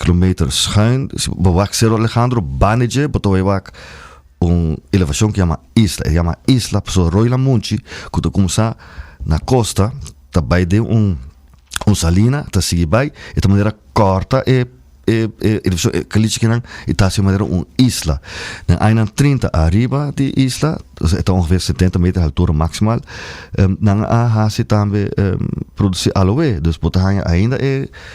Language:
Papiamento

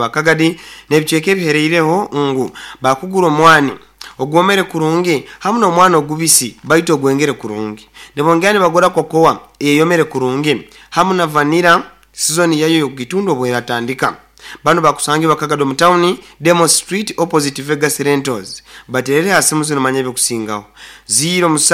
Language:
Nyoro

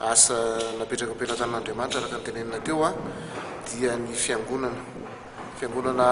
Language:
Malagasy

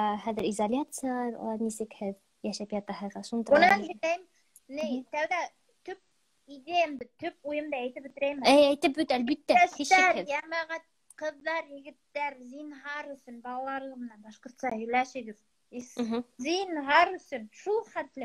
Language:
Bashkir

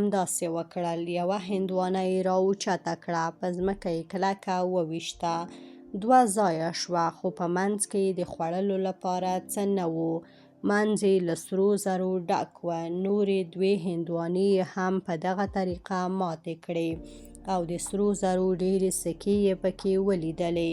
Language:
Pashto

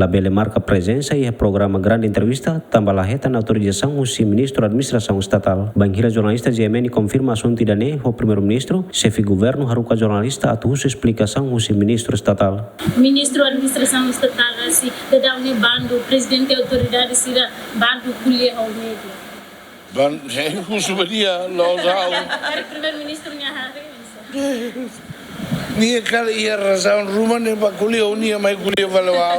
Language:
Tetum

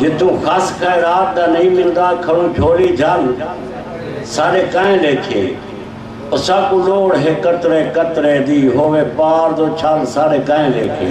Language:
Saraiki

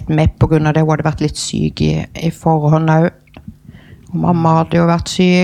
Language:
Norwegian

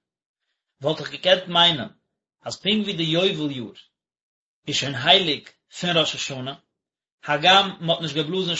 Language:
Yiddish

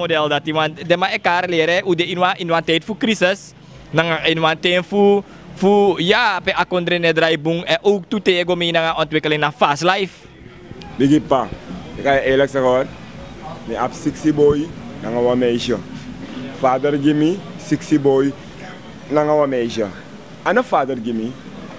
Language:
Sranan Tongo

